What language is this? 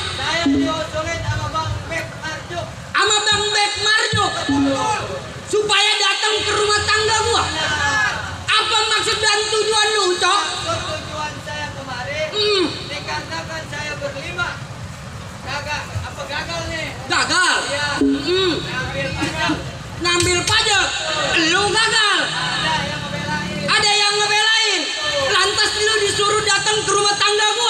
Betawi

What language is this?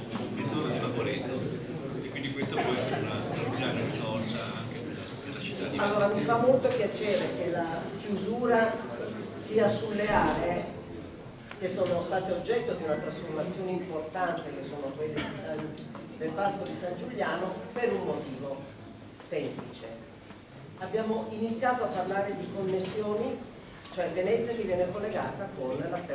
Italian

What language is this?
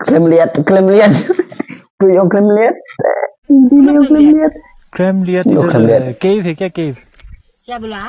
Khasi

